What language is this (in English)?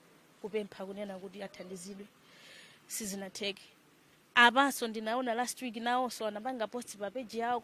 Nyanja